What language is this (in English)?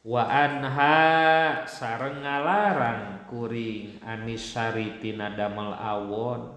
Sundanese